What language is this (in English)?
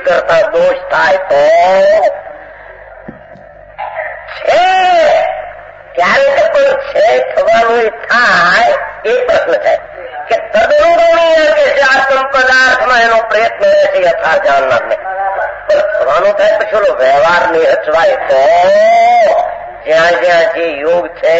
Gujarati